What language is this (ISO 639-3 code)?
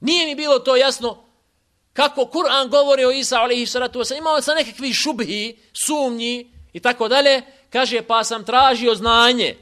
bos